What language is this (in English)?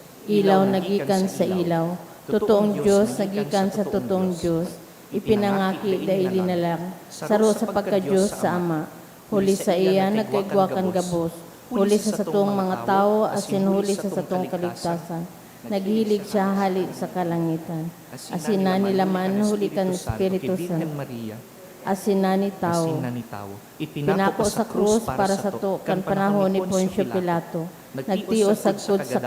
Bikol